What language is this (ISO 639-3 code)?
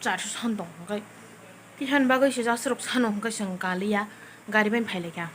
trp